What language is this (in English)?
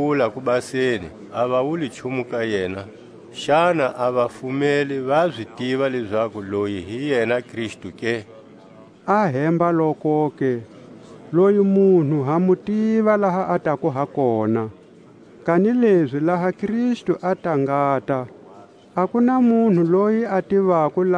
Tswa